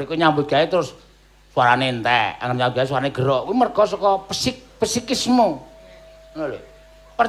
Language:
Javanese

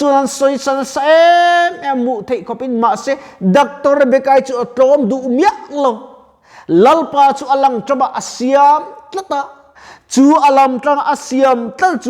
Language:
Mizo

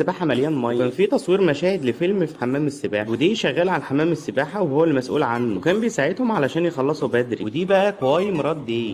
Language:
Egyptian Arabic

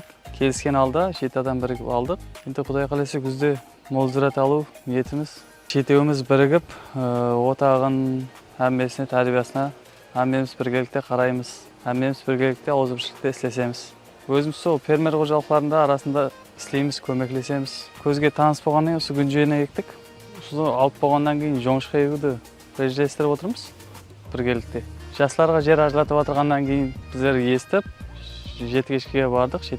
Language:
Kara-Kalpak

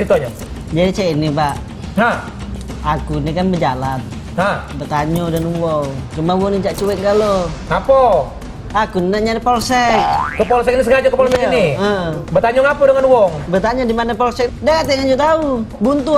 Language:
Musi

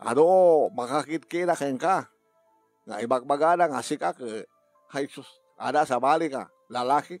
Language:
Iloko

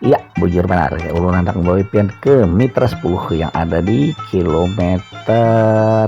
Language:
Banjar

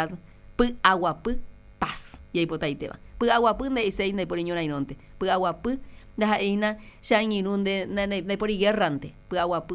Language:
Guarani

